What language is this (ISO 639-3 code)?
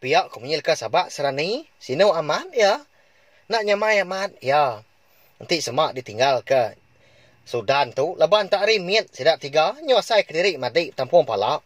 iba